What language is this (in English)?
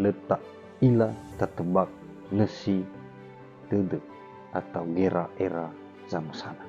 Nias